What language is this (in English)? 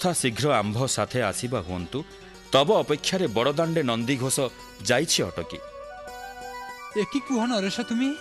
Odia